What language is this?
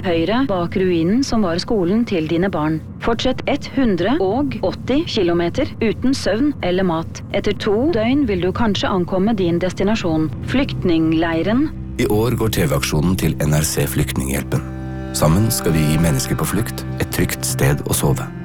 Norwegian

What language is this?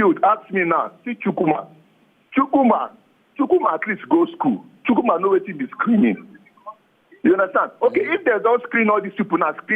Nigerian Pidgin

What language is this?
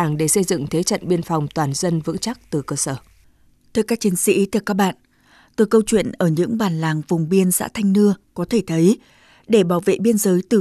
Vietnamese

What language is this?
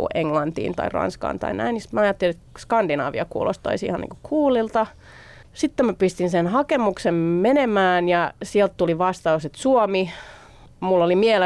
Finnish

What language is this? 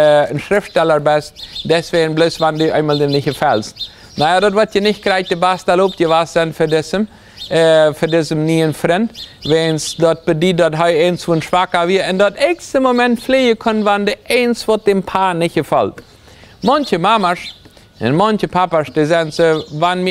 Plautdietsch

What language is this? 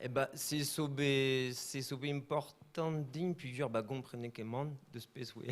Breton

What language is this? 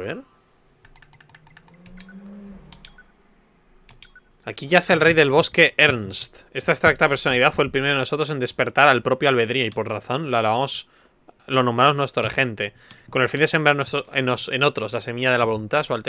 Spanish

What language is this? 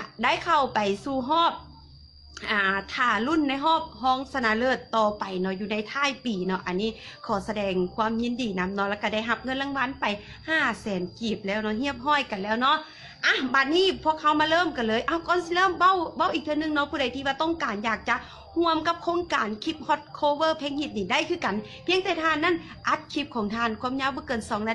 Lao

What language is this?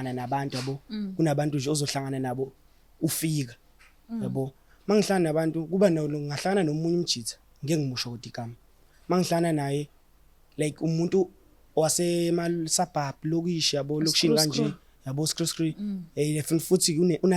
Zulu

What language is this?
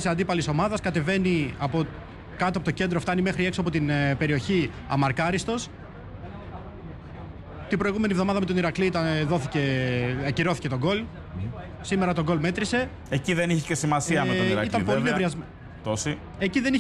Greek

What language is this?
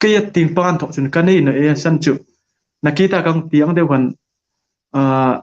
Hmar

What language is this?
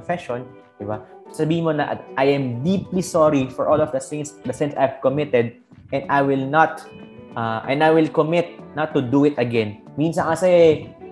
Filipino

